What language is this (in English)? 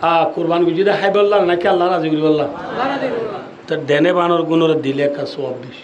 Rohingya